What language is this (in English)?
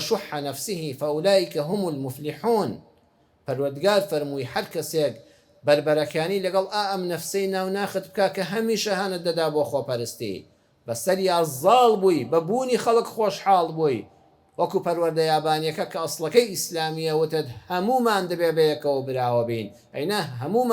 Central Kurdish